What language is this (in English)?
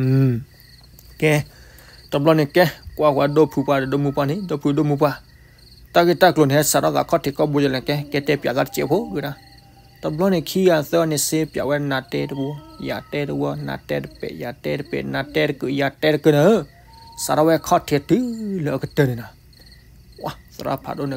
S'gaw Karen